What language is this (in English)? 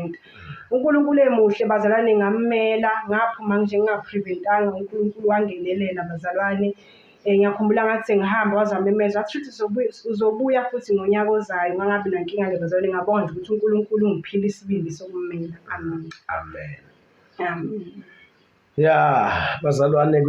Zulu